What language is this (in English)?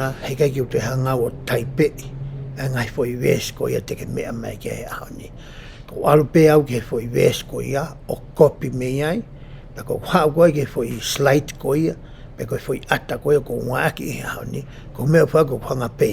Tongan